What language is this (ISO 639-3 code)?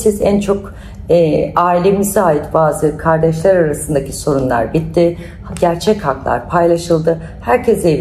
tur